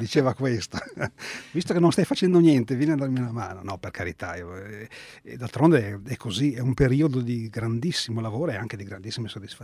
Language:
Italian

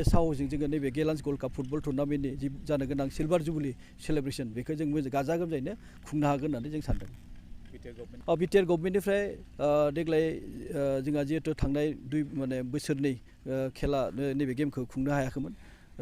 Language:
Bodo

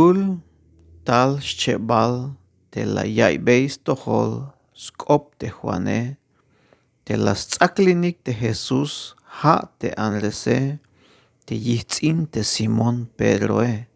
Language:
Tzeltal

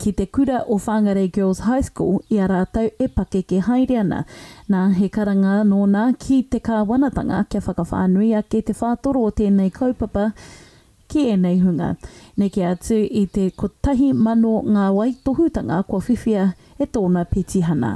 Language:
Māori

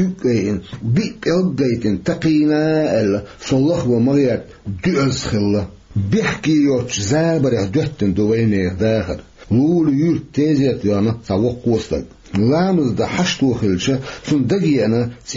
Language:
Chechen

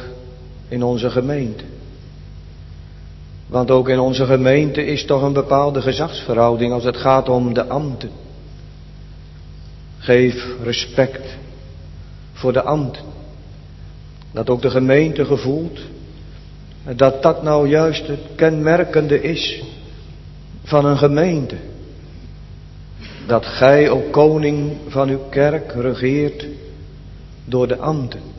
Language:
Dutch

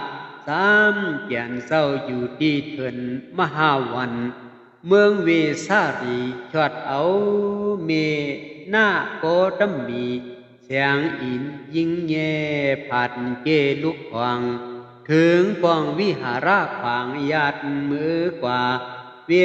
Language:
Shan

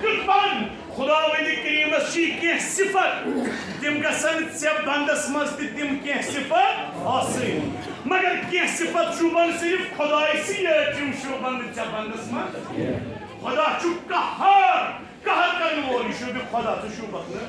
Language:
Kashmiri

